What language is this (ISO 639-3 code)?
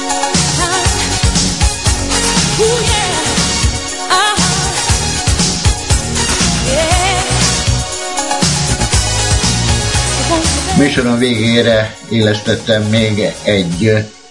hun